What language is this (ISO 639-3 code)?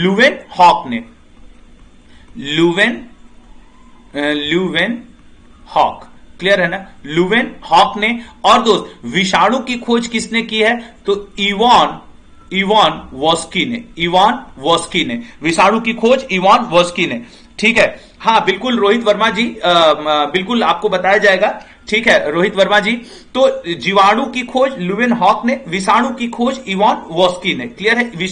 hin